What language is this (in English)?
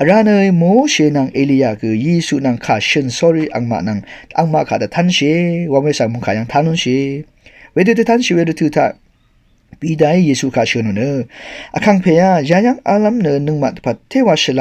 Rawang